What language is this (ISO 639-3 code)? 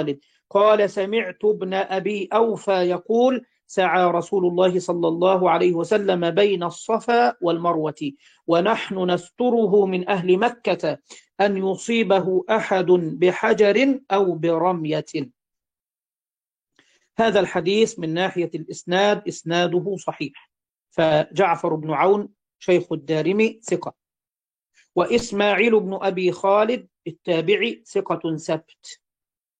ara